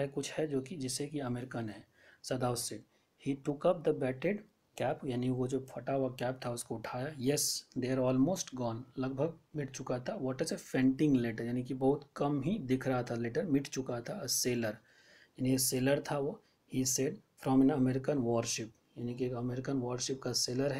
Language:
Hindi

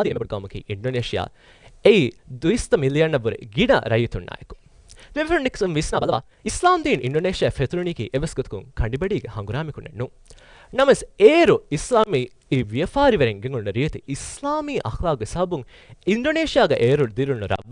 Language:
Divehi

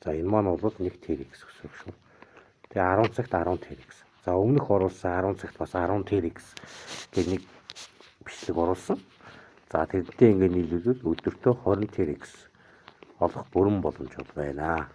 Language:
Mongolian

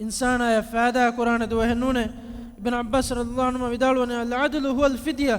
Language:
Divehi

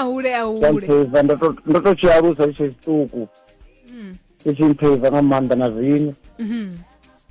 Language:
Venda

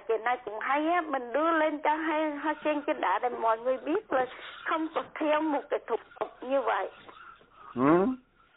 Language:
Vietnamese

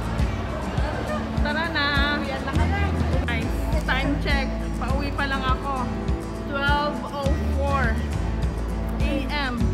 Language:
Filipino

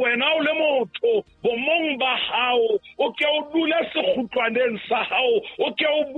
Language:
Southern Sotho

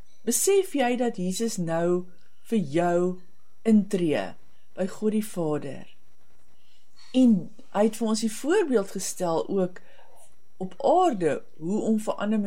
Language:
Afrikaans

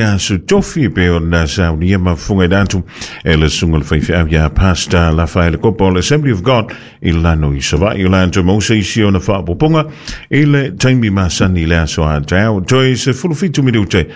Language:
Samoan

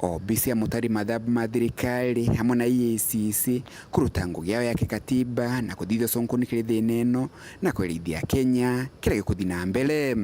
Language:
Meru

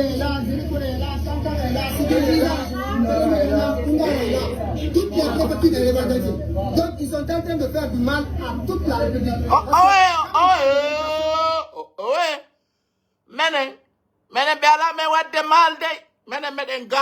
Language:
Pular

